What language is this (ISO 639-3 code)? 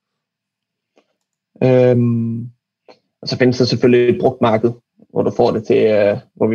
dan